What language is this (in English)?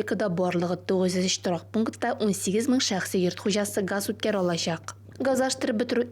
Tatar